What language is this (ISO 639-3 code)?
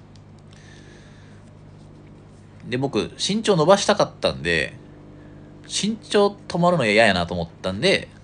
jpn